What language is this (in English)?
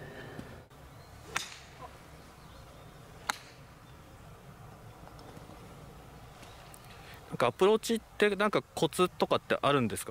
Japanese